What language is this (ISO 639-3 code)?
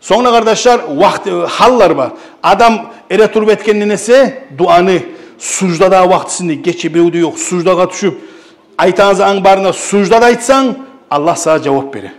kum